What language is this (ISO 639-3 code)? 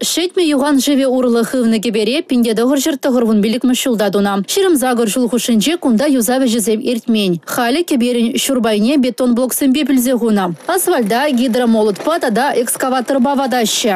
chv